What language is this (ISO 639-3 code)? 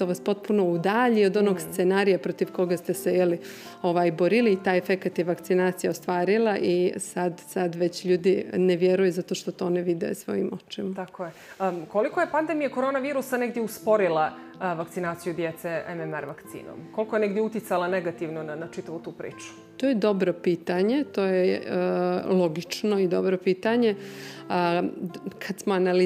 bos